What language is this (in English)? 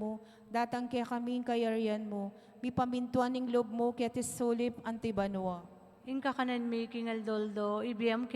Pampanga